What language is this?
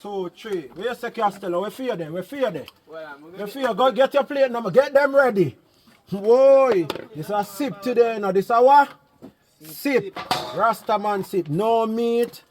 Jamaican Creole English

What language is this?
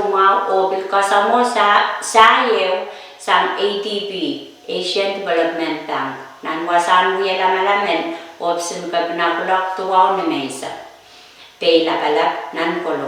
Pohnpeian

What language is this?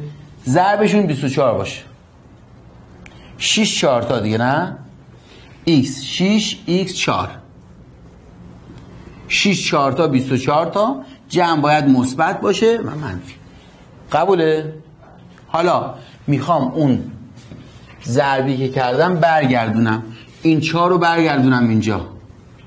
Persian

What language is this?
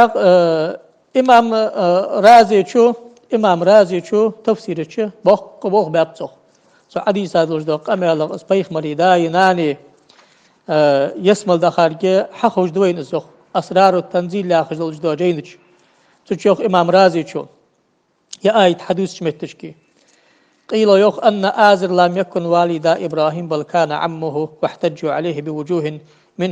Ingush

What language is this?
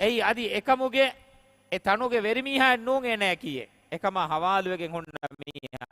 Divehi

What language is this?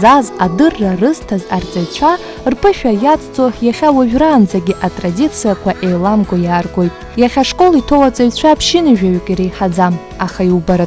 Abkhazian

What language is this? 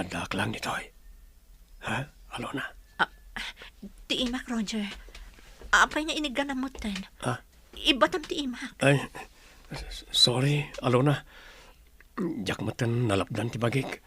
Iloko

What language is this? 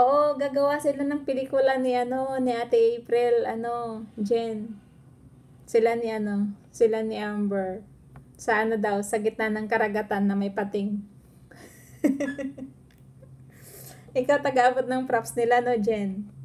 Filipino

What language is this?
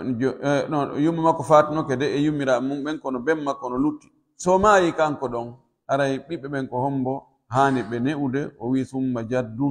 Pular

